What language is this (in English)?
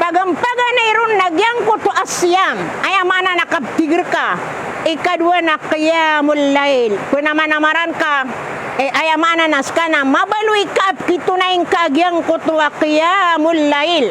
Maranao